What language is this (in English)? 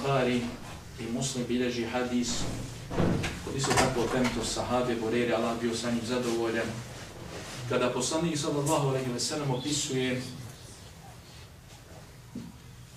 Bosnian